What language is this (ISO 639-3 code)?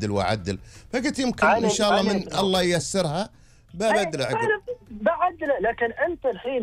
afb